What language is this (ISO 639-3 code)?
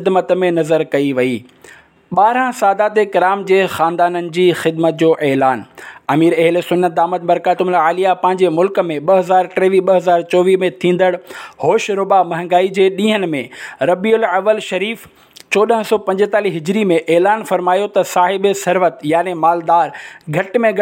snd